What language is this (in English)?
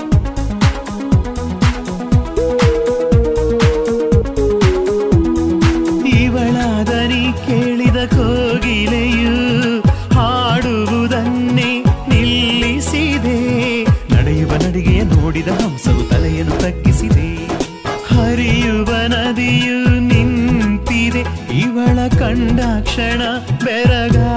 Kannada